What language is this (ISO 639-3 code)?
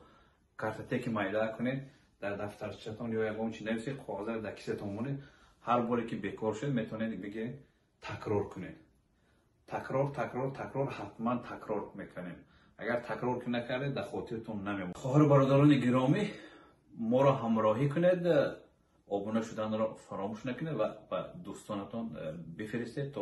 tgk